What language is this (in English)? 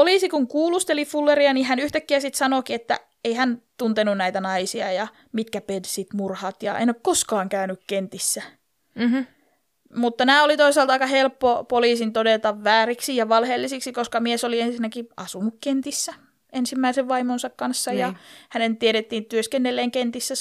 Finnish